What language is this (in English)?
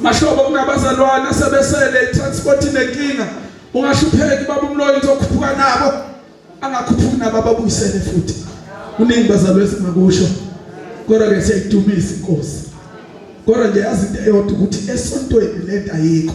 Zulu